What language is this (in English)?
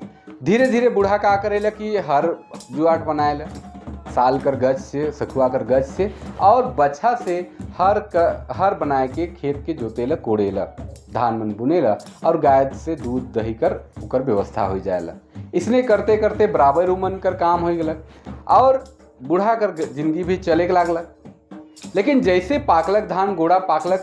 Sadri